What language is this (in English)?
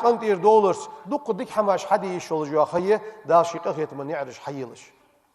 Ingush